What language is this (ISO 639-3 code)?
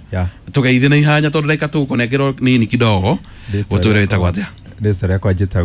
kik